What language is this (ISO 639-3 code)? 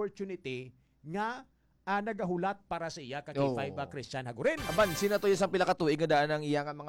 hil